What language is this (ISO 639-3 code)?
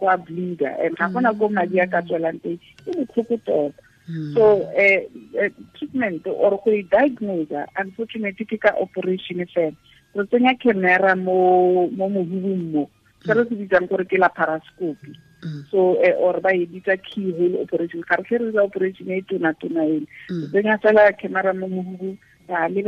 tsn